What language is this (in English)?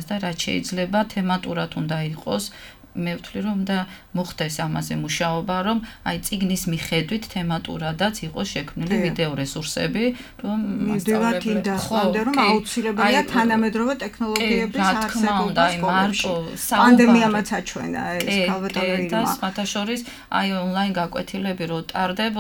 Georgian